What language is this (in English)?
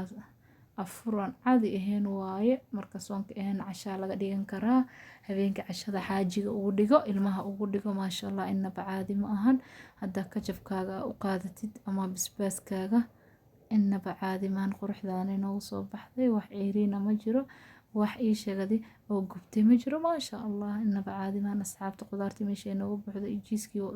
Somali